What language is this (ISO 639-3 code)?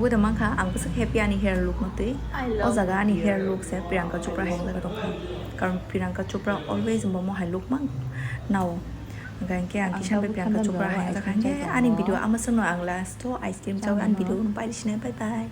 trp